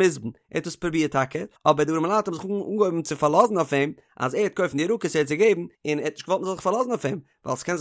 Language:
Yiddish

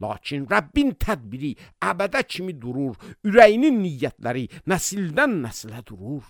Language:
Azerbaijani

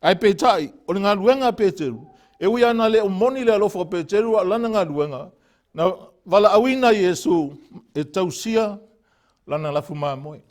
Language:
Samoan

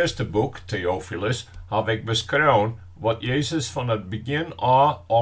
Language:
Western Frisian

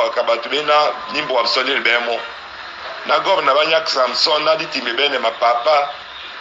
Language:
Duala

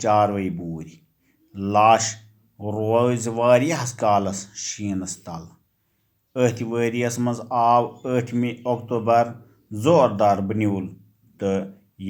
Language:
Kashmiri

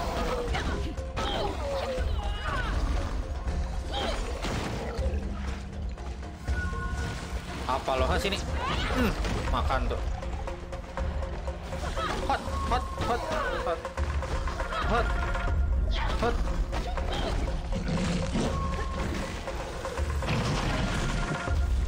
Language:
Indonesian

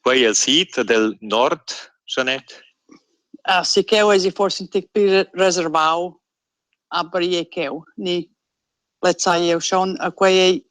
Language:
Romansh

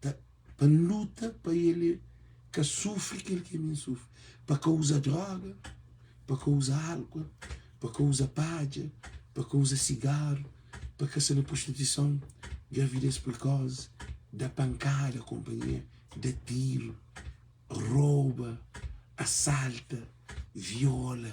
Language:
Kabuverdianu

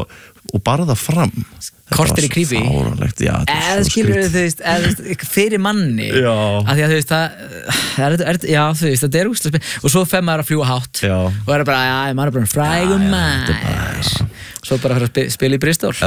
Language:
Icelandic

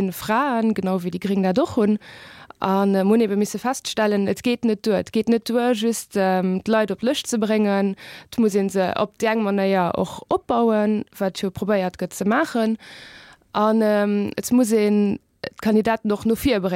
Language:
Luxembourgish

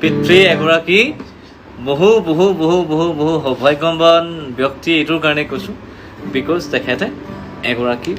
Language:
Assamese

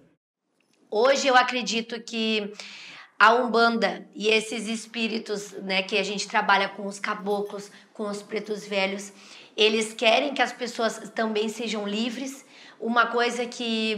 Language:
Portuguese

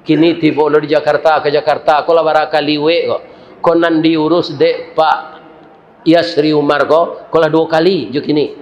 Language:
Minangkabau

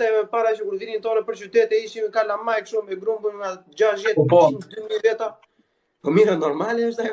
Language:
Albanian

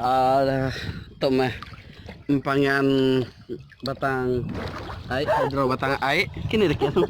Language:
Iban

